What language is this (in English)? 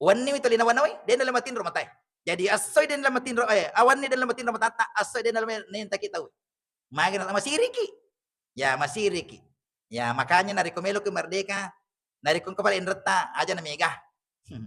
Buginese